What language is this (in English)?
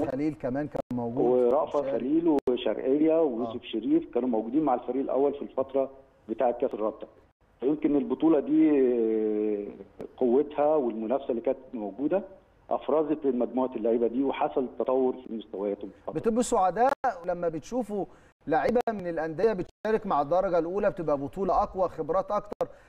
Egyptian Arabic